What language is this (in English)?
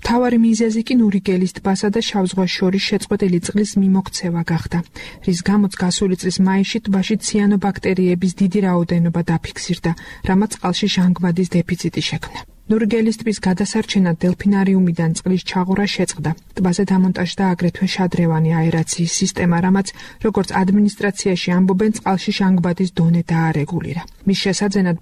Georgian